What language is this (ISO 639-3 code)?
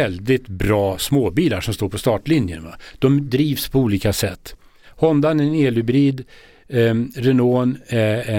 swe